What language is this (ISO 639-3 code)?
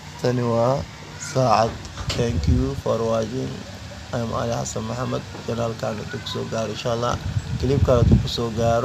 som